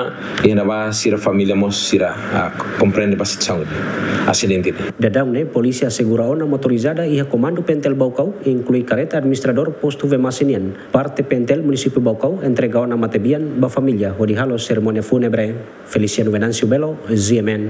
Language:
Tetum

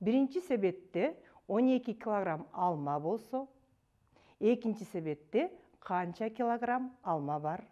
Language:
Kyrgyz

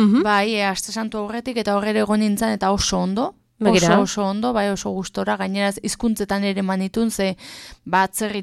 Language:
Basque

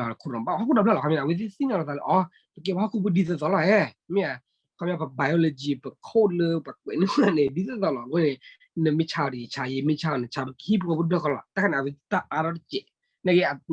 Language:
S'gaw Karen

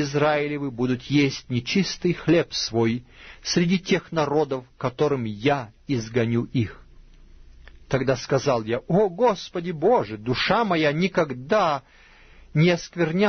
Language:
Russian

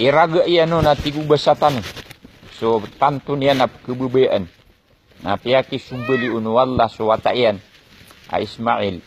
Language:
Maranao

